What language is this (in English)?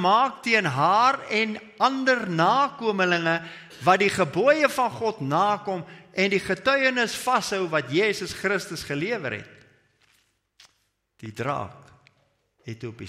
Afrikaans